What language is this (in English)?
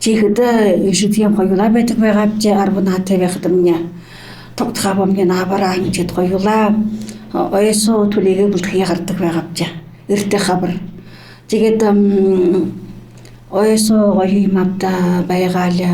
Buriat